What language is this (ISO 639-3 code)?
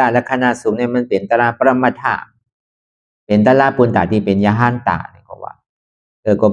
shn